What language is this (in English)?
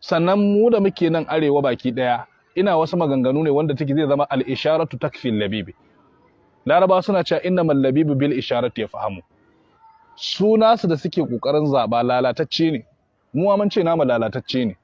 Hausa